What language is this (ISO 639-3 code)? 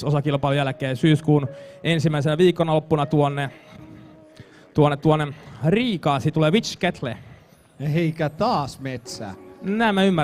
fin